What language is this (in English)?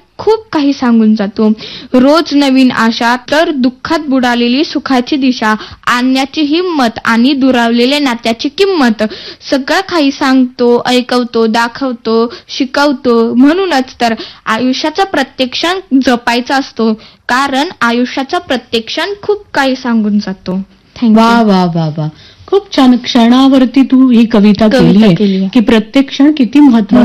Marathi